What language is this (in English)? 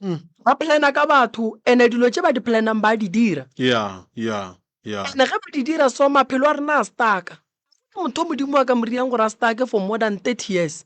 Northern Sotho